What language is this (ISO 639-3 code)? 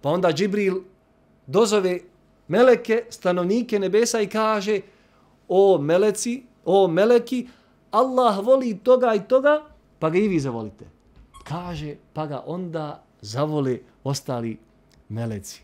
bos